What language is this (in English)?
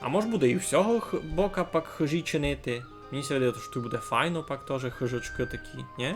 Rusyn